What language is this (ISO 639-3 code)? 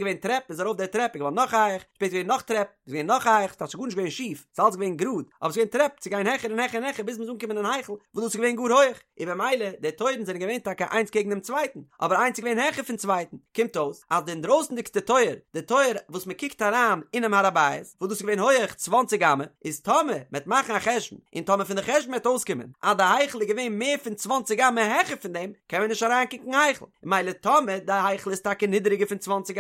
yid